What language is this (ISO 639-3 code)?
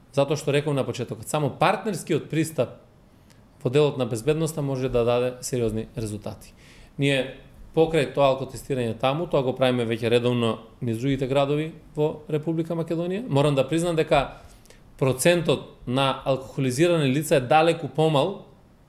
mkd